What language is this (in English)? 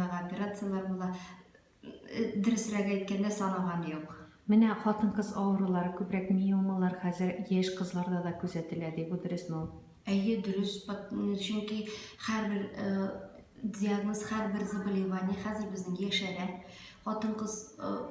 Tatar